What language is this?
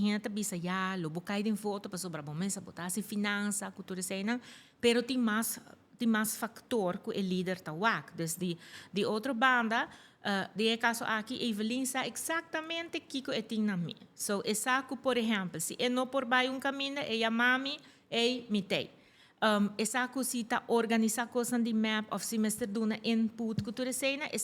Papiamento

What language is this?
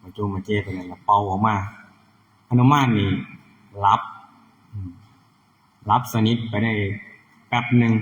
Northeastern Thai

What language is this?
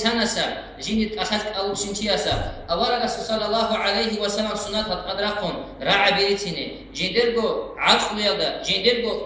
Avaric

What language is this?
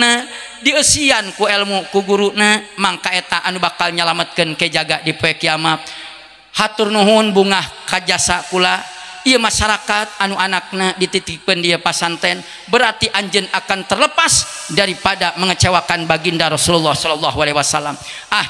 Sundanese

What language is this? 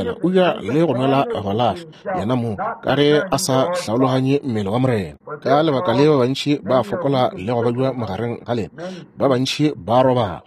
Northern Sotho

